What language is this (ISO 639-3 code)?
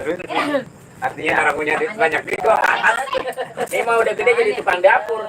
bew